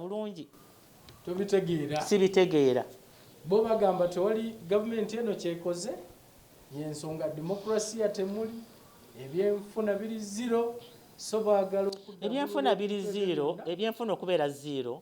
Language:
Ganda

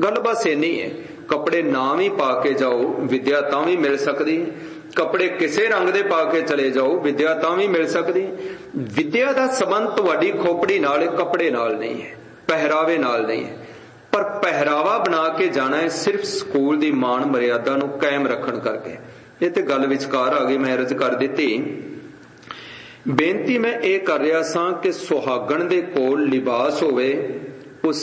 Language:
Punjabi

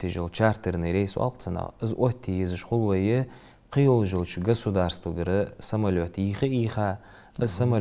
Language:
Ingush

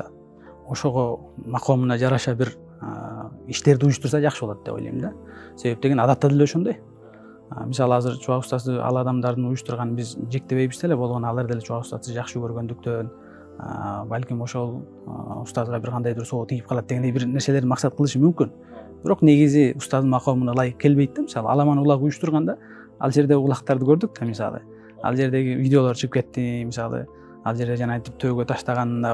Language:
Kyrgyz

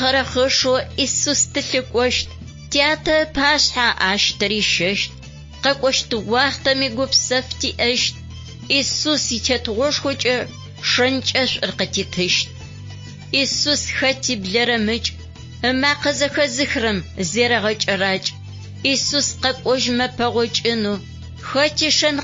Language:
Adyghe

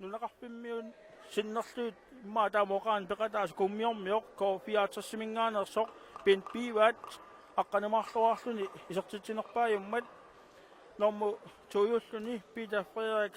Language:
Kalaallisut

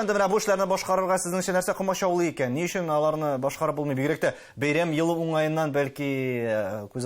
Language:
Tatar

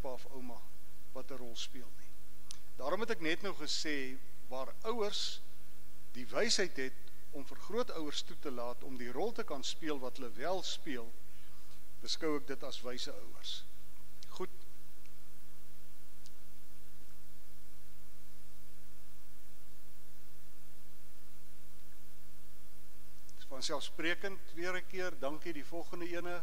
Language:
Afrikaans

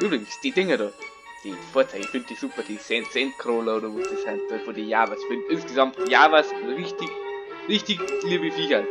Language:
Bavarian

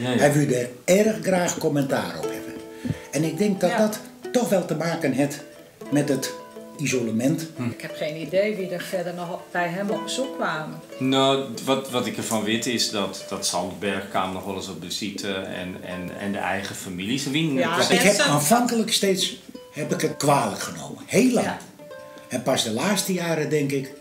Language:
Western Frisian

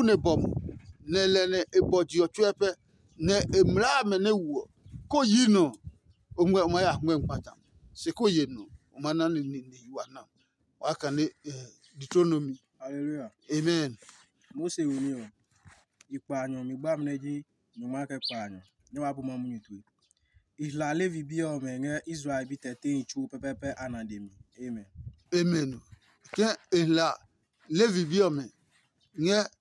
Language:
Adangme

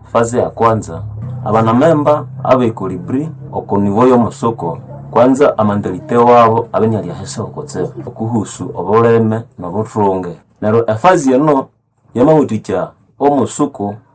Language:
Nande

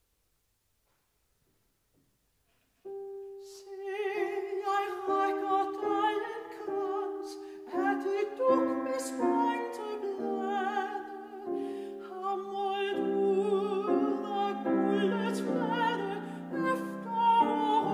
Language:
Danish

